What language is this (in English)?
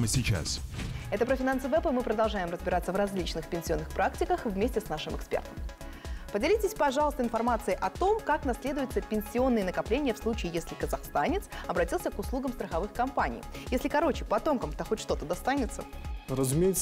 Russian